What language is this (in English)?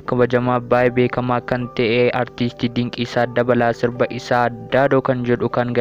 Oromo